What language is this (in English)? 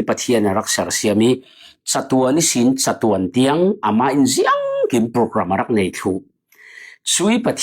Falam Chin